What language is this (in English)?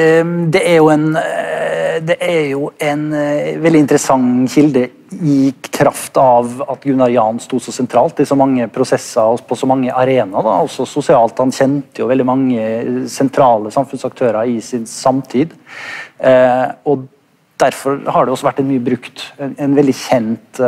Norwegian